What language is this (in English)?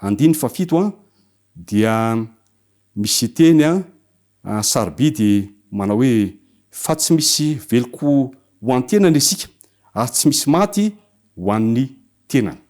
Malagasy